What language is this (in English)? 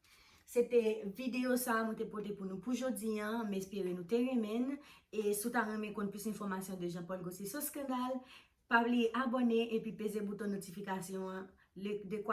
Haitian Creole